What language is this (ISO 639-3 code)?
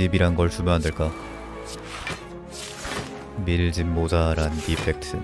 kor